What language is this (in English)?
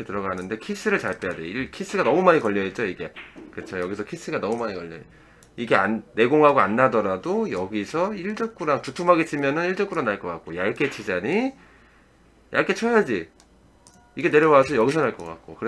Korean